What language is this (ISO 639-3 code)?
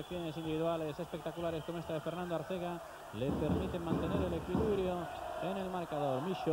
spa